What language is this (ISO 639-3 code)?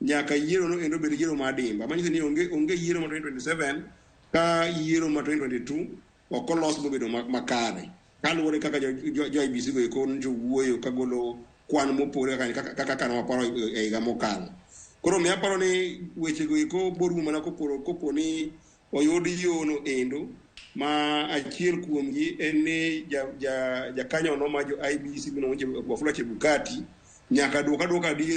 luo